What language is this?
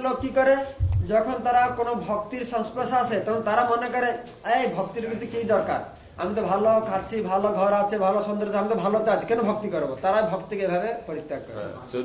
Bangla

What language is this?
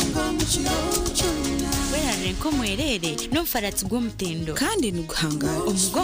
Nyankole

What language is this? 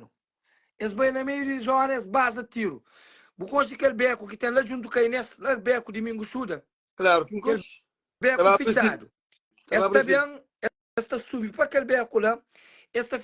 Kabuverdianu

